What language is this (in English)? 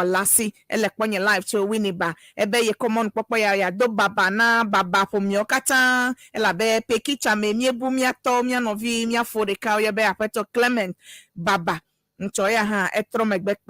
Ewe